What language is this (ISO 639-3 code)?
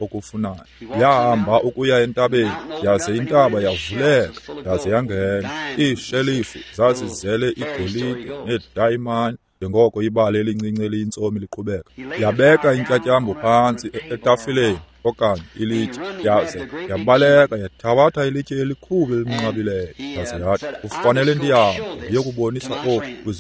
xho